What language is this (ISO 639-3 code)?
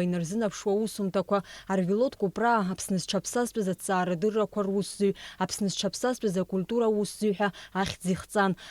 abk